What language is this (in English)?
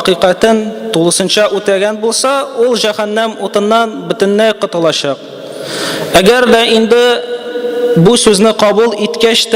Tatar